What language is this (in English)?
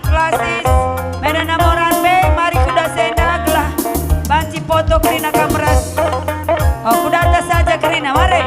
Batak Karo